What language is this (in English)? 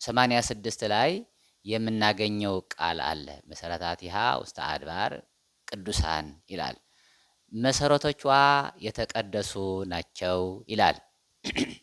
Amharic